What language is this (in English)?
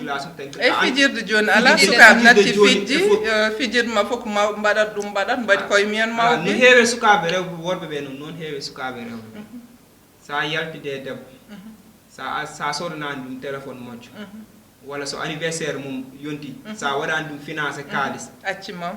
Fula